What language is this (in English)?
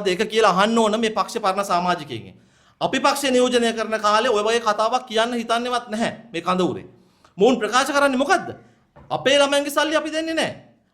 Sinhala